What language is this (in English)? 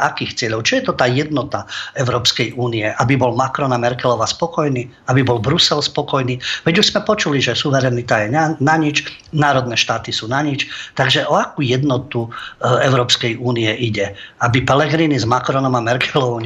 Slovak